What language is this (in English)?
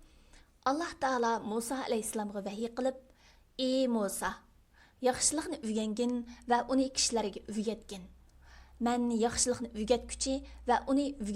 Uyghur